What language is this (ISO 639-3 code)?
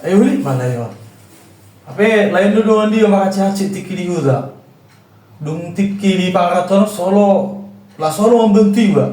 bbc